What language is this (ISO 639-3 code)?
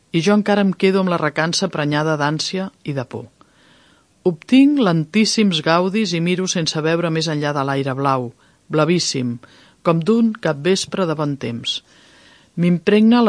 cat